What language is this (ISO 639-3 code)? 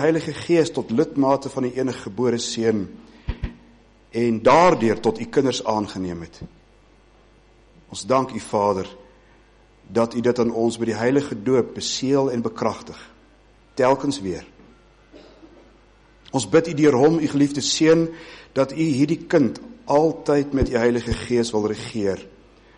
afr